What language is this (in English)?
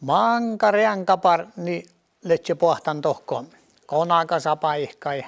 Northern Sami